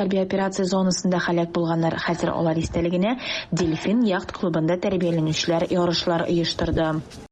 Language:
Tatar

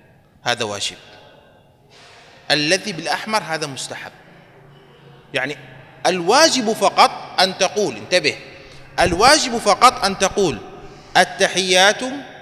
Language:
Arabic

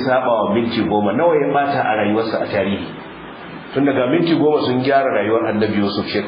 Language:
Hausa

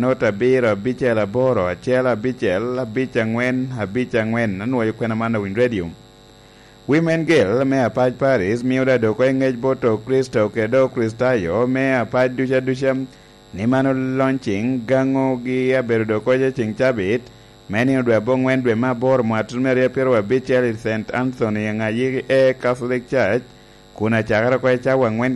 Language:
Lango (Uganda)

